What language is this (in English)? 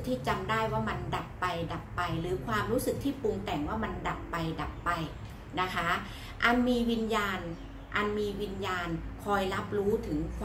Thai